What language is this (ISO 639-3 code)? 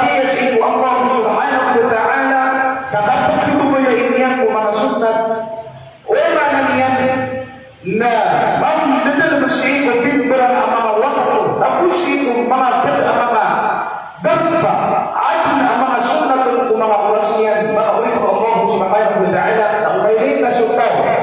mrw